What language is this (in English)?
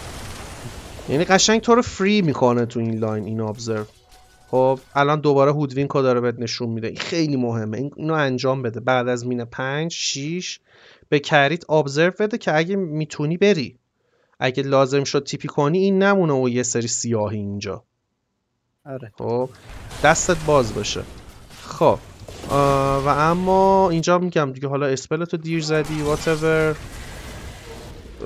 Persian